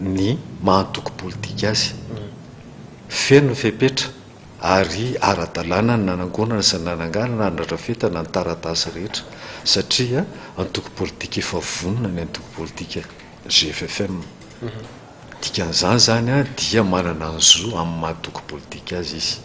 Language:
Malagasy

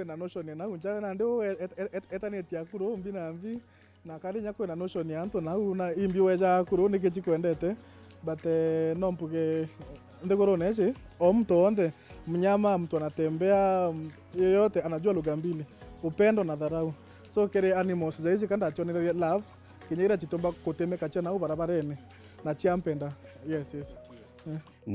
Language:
Meru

